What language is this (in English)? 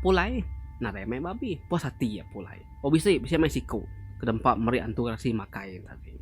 Iban